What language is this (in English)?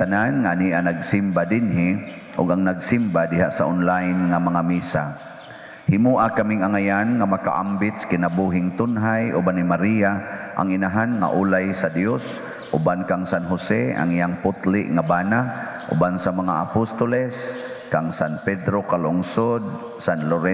Cebuano